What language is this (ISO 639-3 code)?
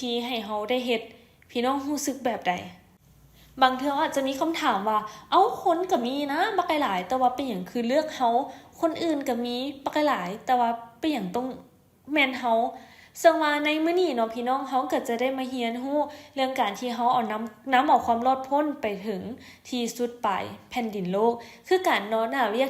lao